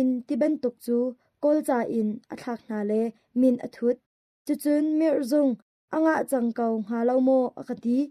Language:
Hakha Chin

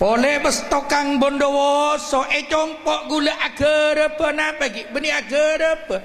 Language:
Madurese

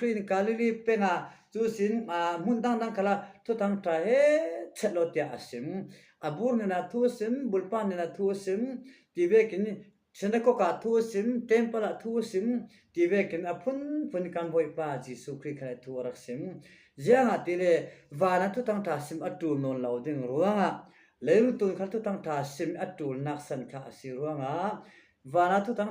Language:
Falam Chin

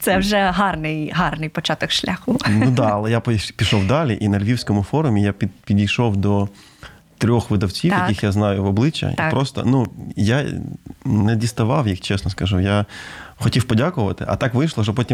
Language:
Ukrainian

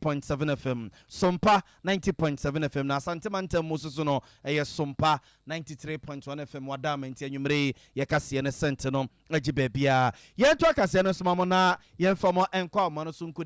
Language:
Akan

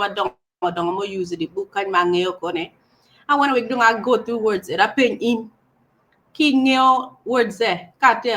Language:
Acoli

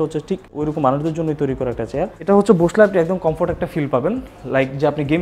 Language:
Bangla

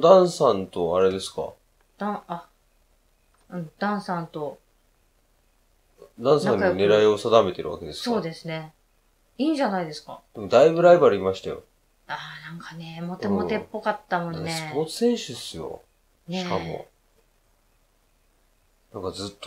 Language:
Japanese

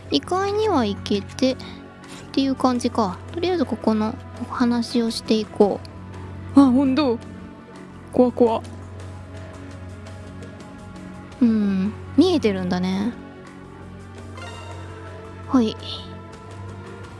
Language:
Japanese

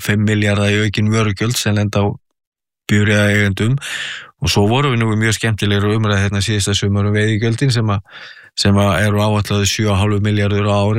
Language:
Icelandic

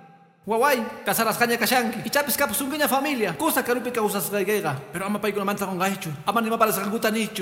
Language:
Quechua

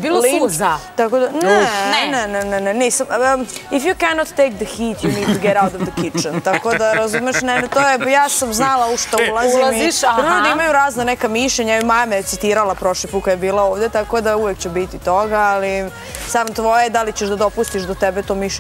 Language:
Serbian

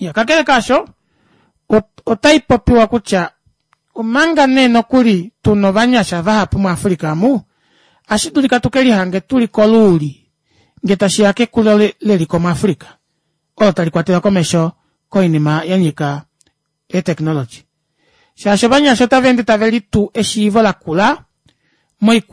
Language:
Kuanyama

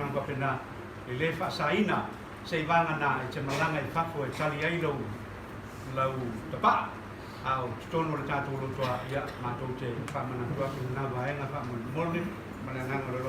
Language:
Samoan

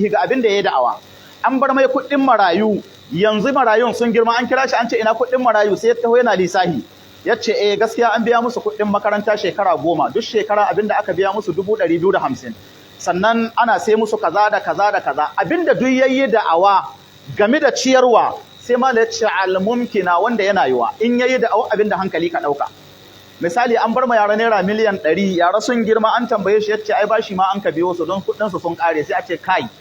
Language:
Hausa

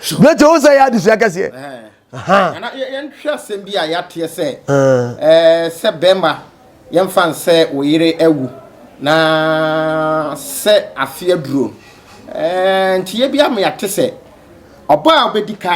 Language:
Akan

